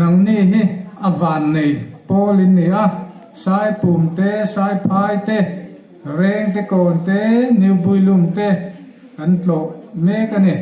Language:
Hmar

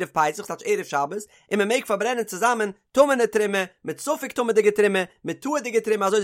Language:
Yiddish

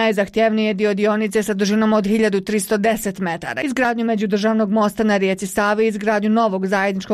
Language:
Bosnian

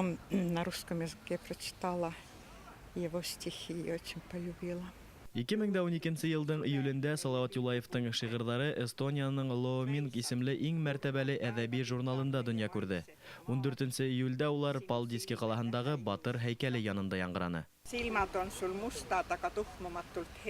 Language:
Bashkir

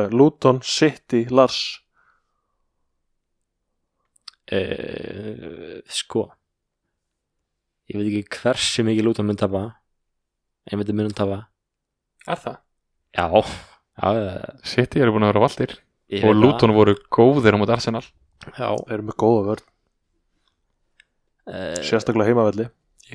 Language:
Icelandic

